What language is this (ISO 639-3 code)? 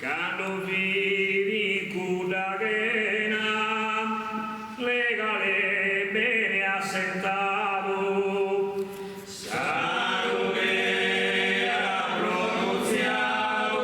srd